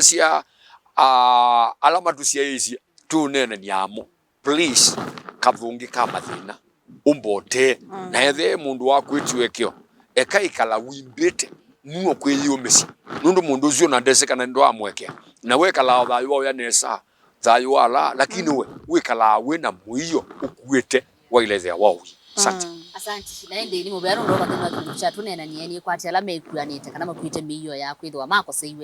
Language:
Kamba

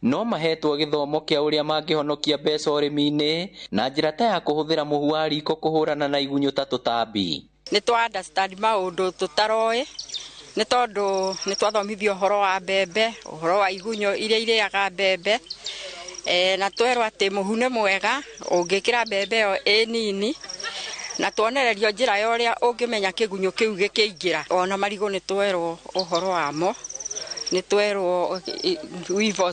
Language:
Kikuyu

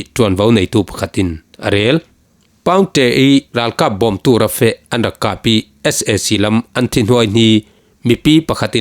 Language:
Falam Chin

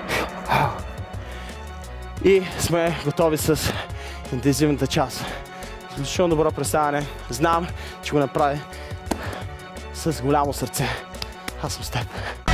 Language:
Bulgarian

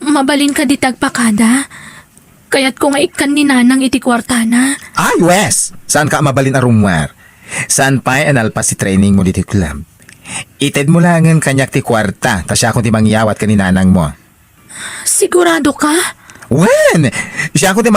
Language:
Iloko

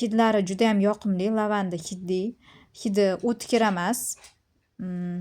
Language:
Uzbek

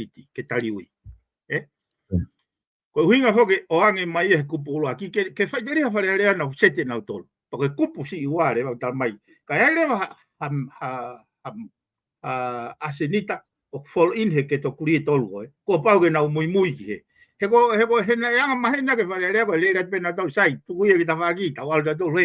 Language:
Tongan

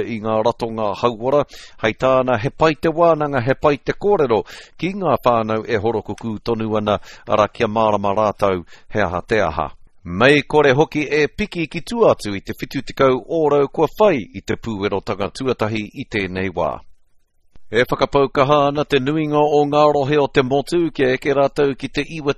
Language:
Māori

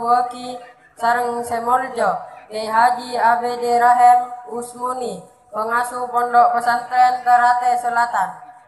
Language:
Madurese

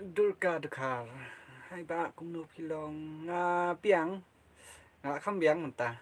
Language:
Khasi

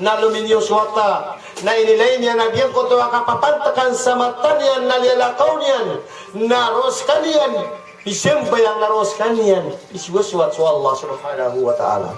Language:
Maranao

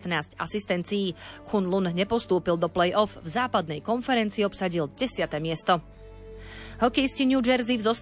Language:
Slovak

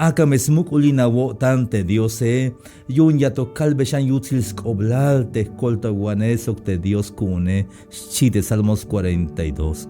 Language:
Tzeltal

